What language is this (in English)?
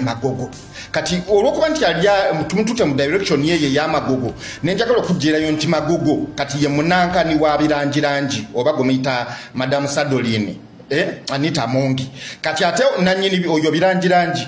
Ganda